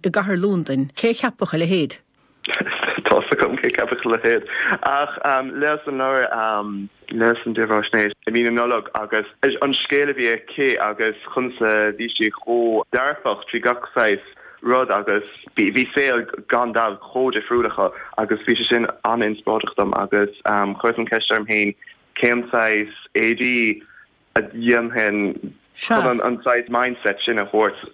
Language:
Irish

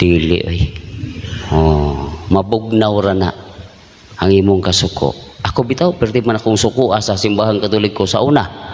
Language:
Cebuano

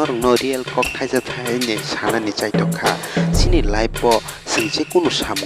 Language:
Kok Borok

